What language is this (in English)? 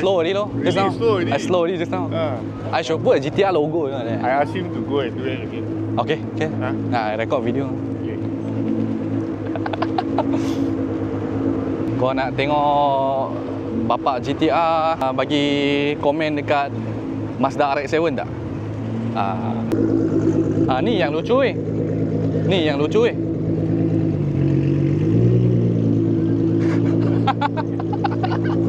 Malay